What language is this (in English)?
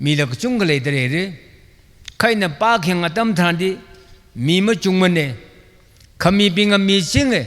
Tangkhul Naga (India)